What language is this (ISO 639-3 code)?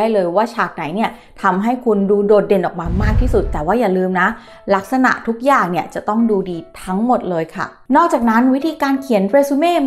tha